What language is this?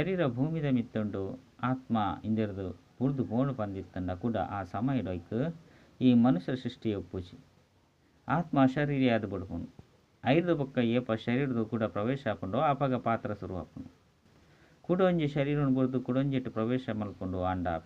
Tulu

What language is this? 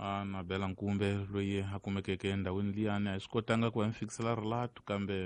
Tsonga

